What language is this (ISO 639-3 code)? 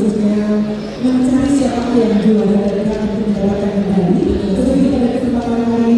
ind